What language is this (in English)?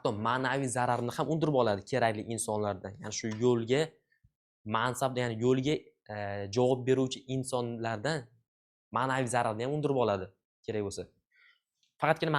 Uzbek